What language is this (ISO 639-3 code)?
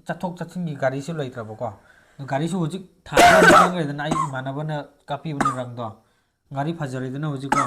mni